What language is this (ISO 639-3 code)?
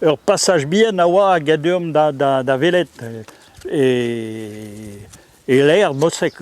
bre